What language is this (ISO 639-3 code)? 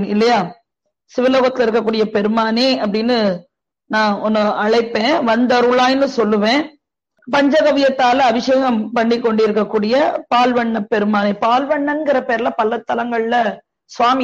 tam